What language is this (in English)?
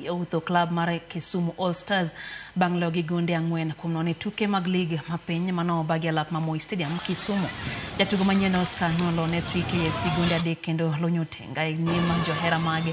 Luo (Kenya and Tanzania)